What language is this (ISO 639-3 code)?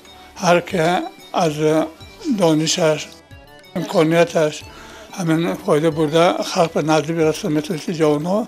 tgk